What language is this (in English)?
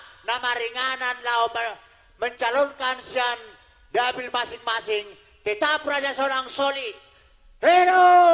Batak Toba